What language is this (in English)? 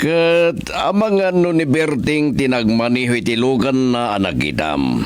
Iloko